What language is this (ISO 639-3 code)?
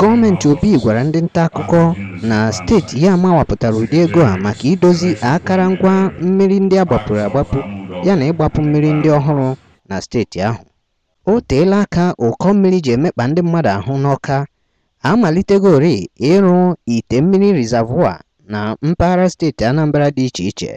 ibo